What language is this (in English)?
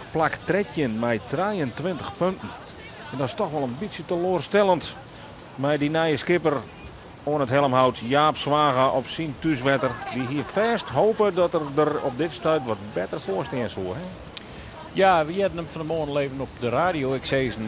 Western Frisian